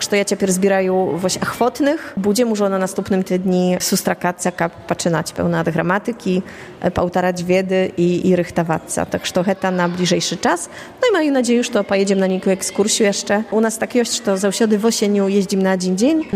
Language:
Polish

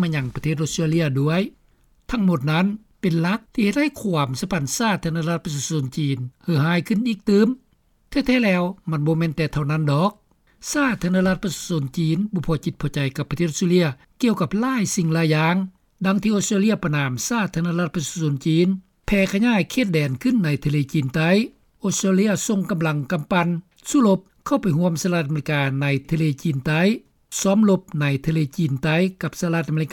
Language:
Lao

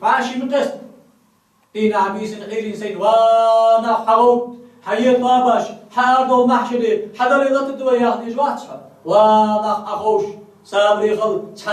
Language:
Ingush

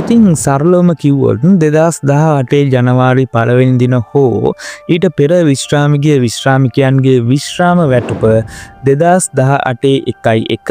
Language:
Sinhala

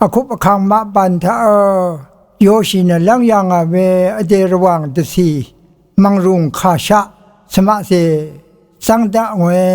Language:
Rawang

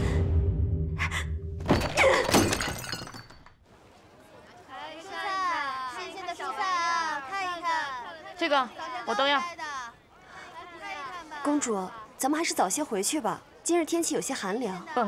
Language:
Chinese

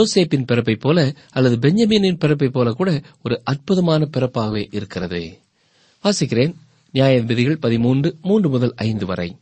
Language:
Tamil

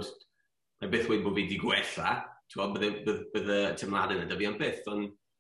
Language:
Welsh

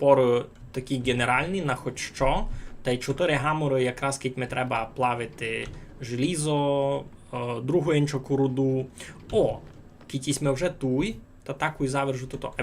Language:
Rusyn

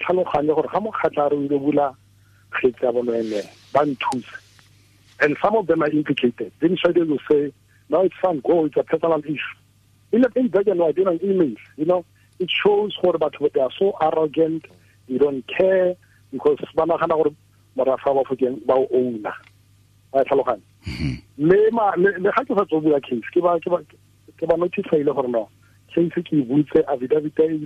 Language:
Tswana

